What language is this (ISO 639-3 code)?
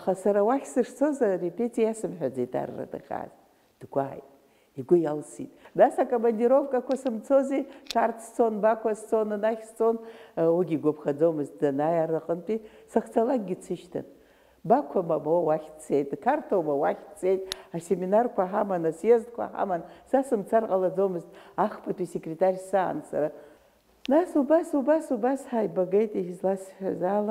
abk